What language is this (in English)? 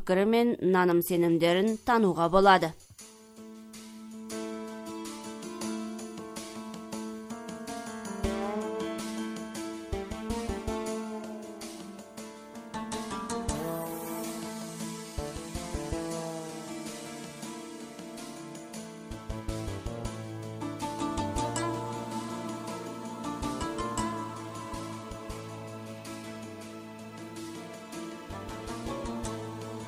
Kazakh